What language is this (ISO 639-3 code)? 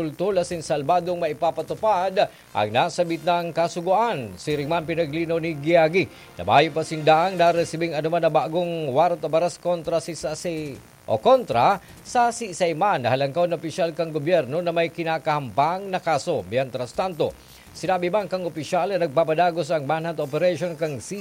bik